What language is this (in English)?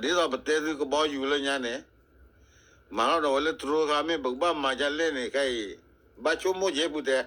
S'gaw Karen